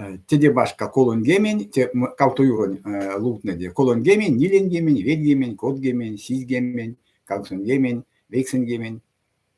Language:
Erzya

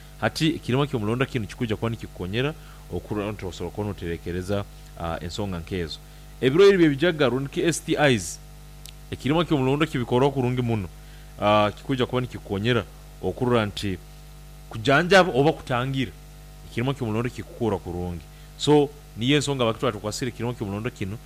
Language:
Nyankole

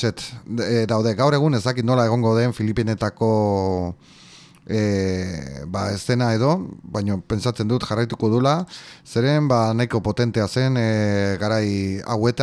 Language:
Basque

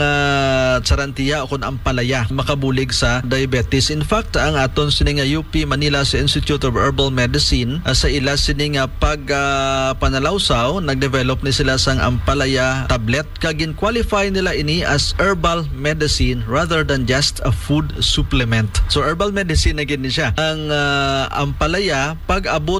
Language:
Hiligaynon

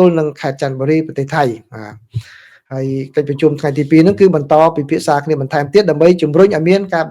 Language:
Khmer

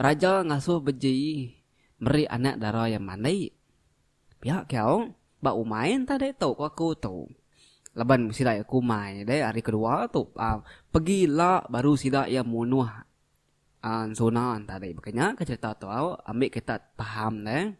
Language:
Iban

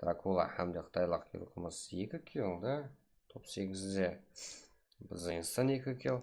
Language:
Kara-Kalpak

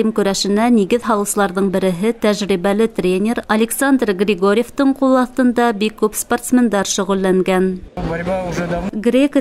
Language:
Bashkir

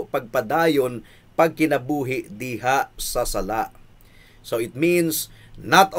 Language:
Cebuano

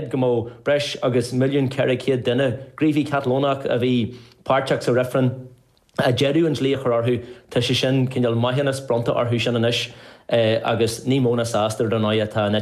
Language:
Irish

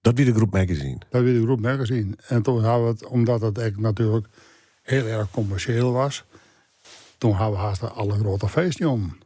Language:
Western Frisian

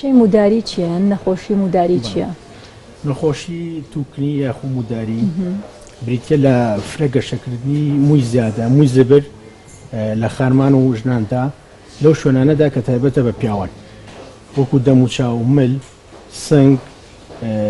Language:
Central Kurdish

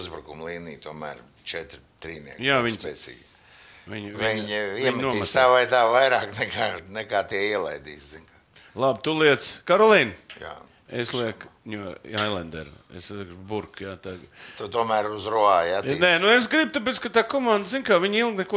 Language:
Latvian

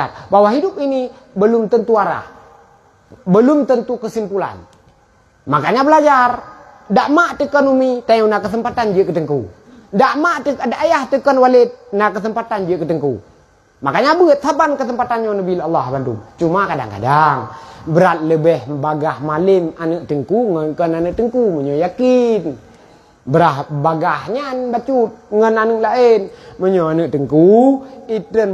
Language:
Achinese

